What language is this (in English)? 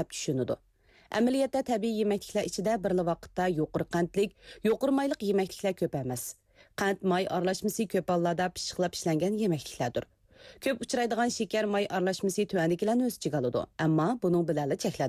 Uyghur